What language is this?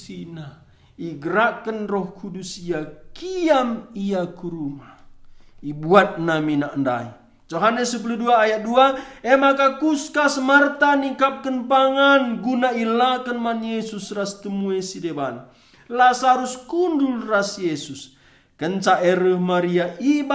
Batak Karo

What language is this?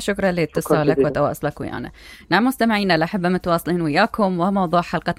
Mesopotamian Arabic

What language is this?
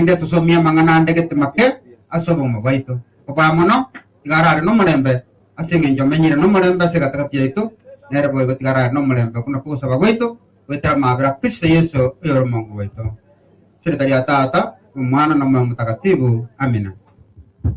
Gusii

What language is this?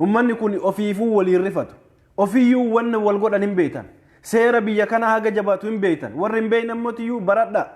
Oromo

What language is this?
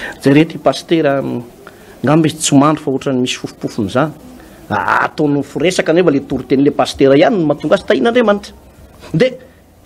Malagasy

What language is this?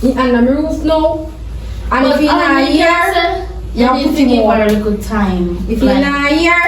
Jamaican Creole English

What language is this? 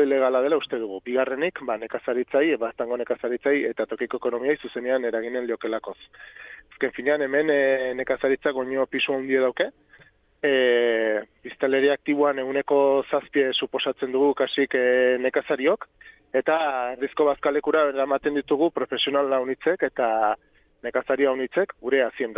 Basque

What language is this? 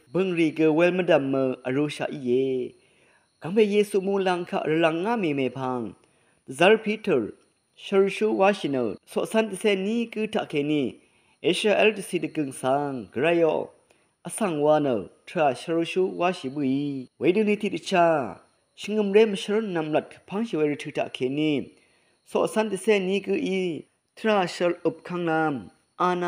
Rawang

